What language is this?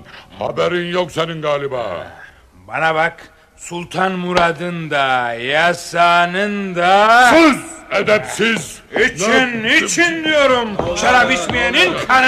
Turkish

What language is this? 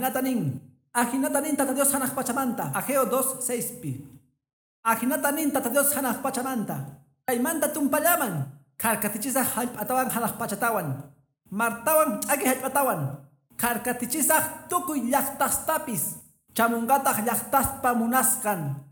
Quechua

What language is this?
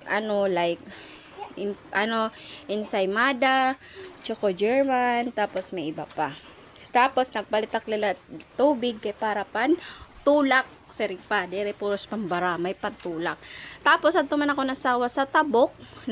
Waray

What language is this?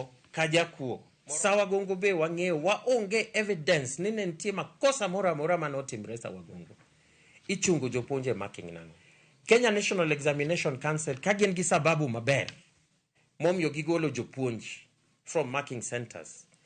Luo (Kenya and Tanzania)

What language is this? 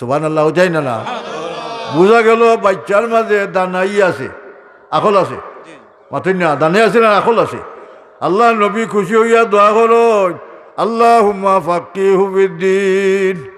Sylheti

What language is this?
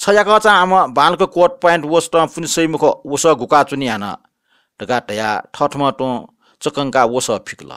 Newari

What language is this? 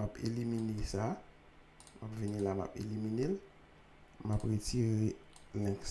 Haitian Creole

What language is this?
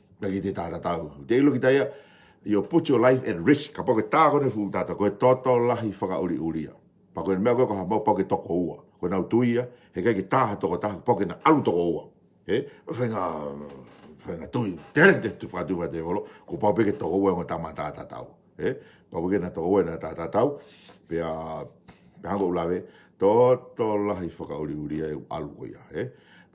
Tongan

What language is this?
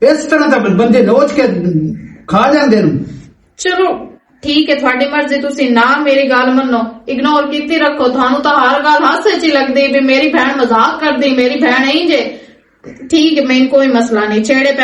Western Panjabi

